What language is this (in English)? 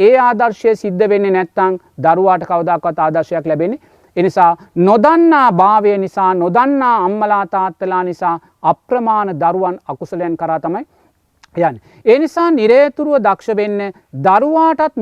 Sinhala